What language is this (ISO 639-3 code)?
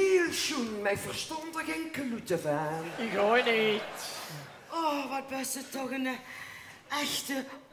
lim